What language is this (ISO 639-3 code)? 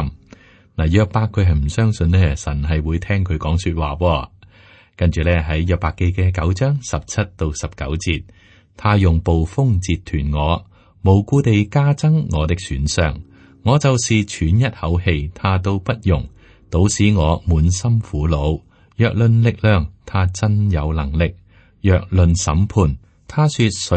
yue